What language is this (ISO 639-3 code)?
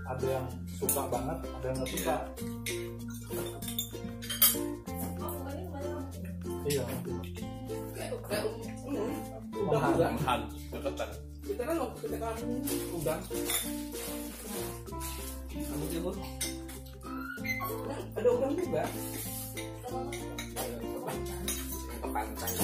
ind